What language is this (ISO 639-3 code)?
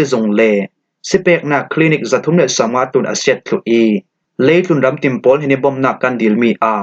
cfm